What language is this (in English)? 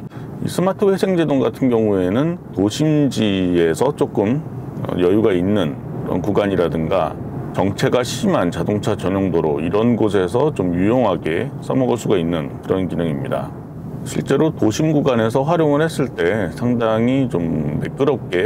Korean